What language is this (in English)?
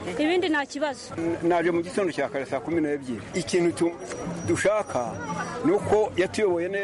Kinyarwanda